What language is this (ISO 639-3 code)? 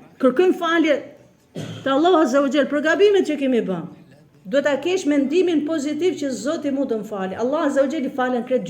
sqi